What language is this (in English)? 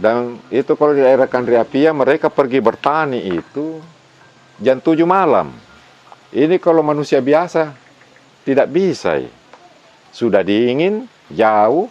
Makassar Malay